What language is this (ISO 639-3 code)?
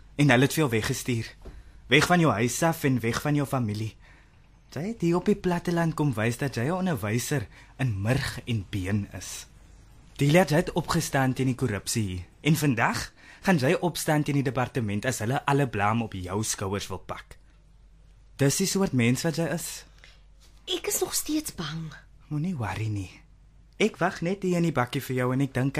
afr